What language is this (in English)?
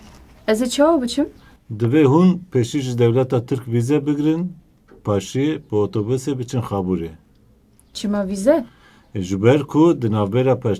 Kurdish